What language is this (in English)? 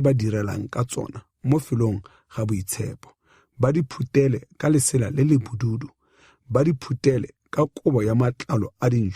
Tswana